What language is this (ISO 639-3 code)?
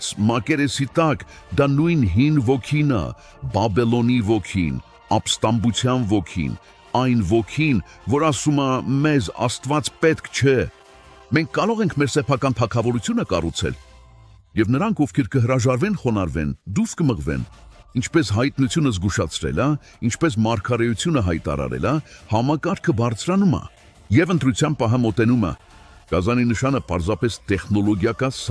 hyw